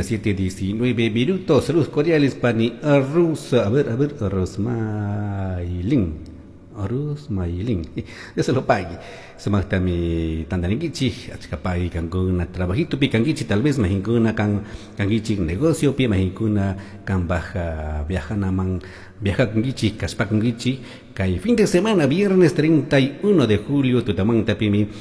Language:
Chimborazo Highland Quichua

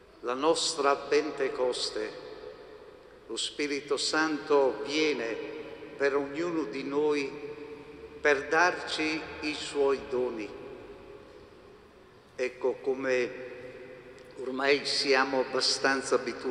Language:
Italian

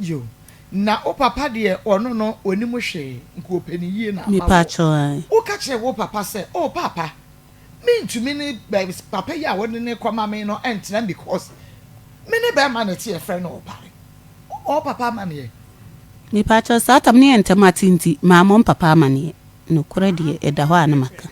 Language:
Akan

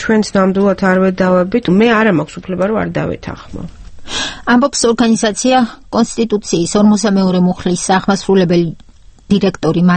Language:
Georgian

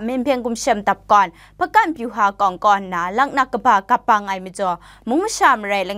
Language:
Kachin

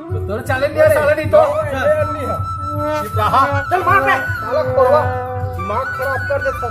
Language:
Chhattisgarhi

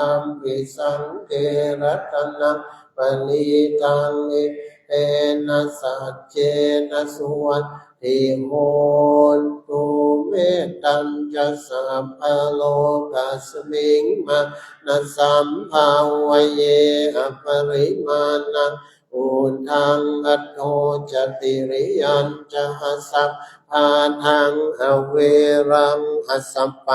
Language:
Pali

